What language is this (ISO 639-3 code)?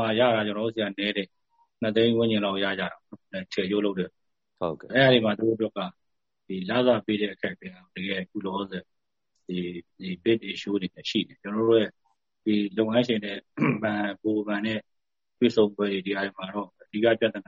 mya